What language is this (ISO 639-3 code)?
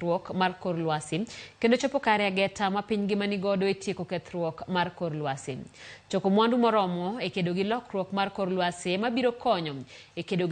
luo